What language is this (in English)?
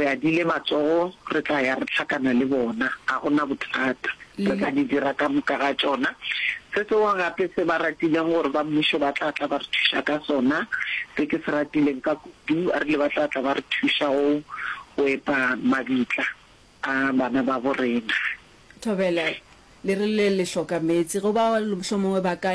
Northern Sotho